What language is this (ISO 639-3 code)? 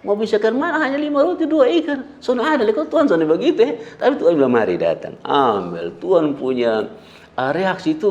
mkn